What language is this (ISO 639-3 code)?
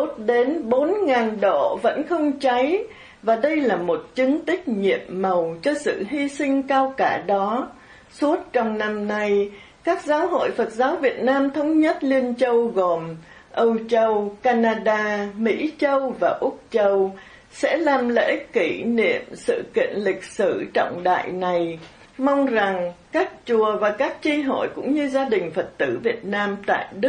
vie